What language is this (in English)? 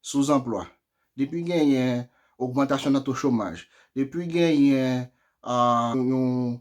Haitian Creole